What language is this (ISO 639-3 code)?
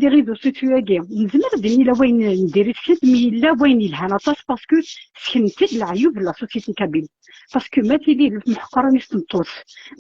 kab